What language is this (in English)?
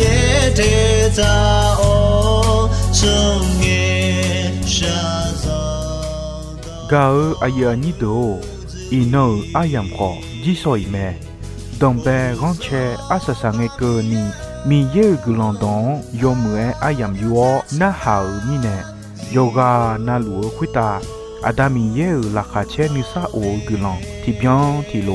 Akha